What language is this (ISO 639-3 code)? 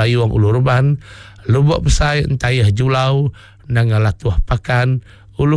iba